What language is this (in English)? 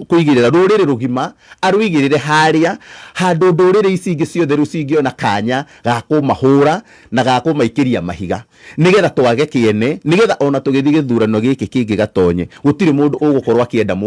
Kikuyu